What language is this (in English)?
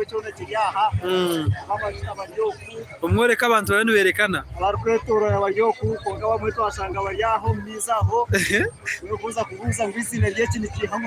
Nyankole